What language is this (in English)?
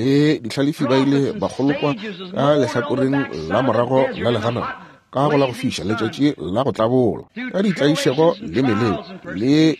Northern Sotho